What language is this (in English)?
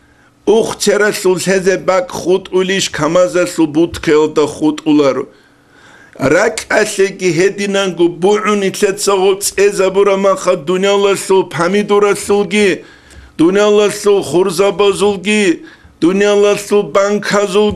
Avaric